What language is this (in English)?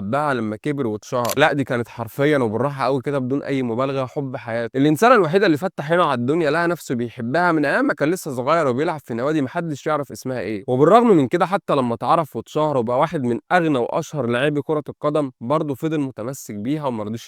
Egyptian Arabic